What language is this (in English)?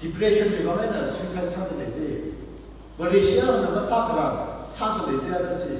Tangkhul Naga (India)